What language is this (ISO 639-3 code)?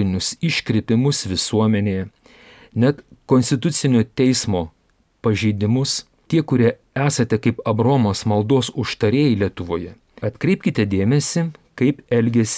lit